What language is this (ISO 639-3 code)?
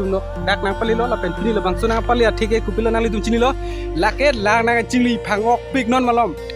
mjw